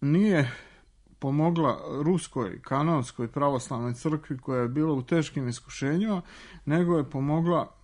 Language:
Serbian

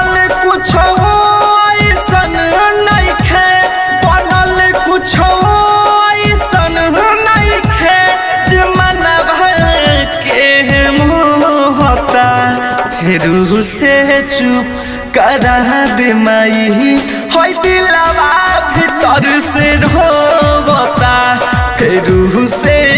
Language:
Bhojpuri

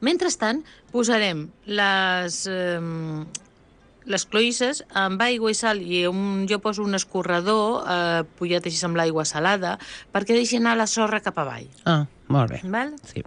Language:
Catalan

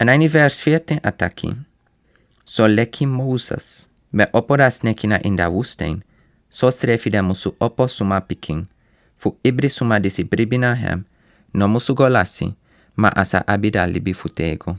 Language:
Sranan Tongo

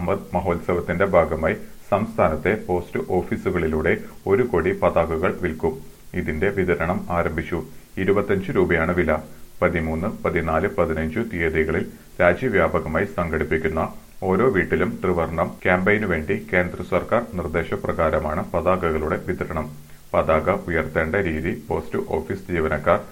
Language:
Malayalam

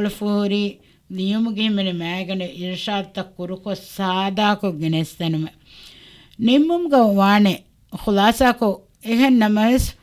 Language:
Divehi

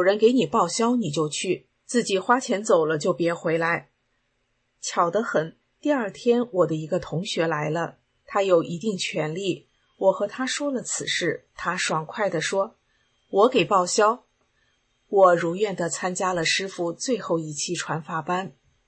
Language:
Chinese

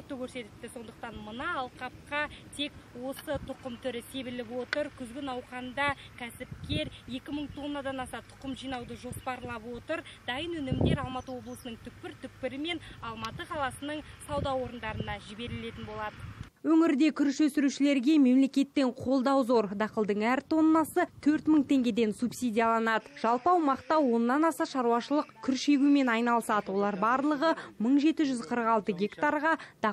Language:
Kazakh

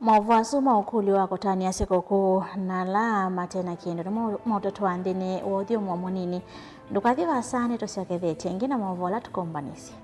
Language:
Kamba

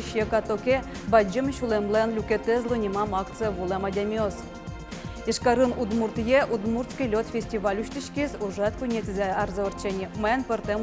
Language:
Udmurt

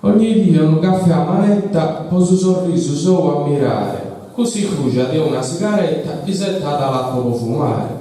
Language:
Sardinian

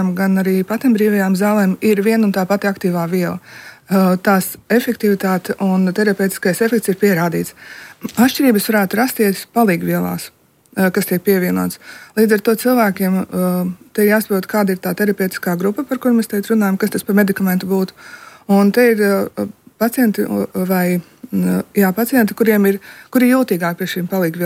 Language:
Latvian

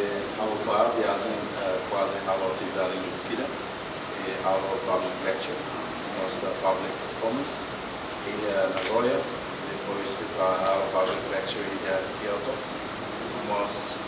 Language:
Tetum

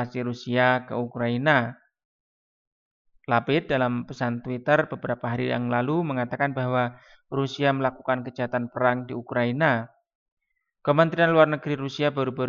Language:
Indonesian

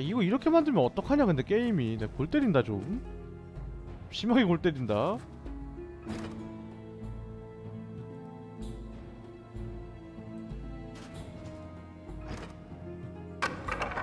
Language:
Korean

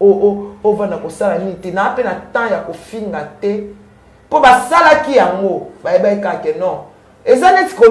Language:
Lingala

